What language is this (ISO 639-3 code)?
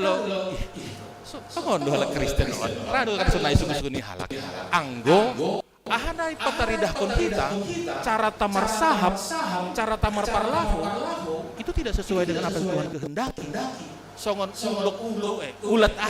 bts